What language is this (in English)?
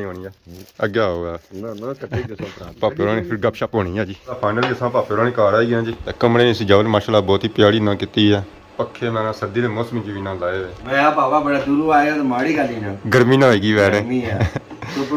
Pahari-Potwari